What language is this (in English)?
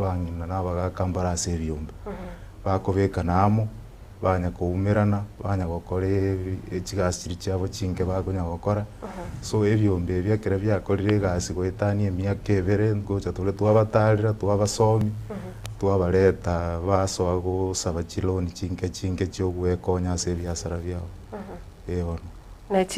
Gusii